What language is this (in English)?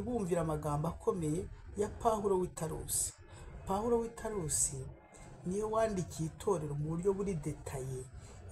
Kinyarwanda